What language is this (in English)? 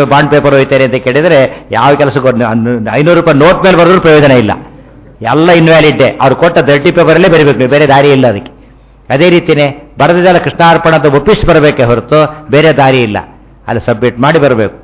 Kannada